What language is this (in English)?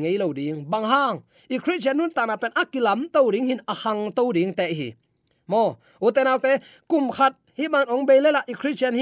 Tedim Chin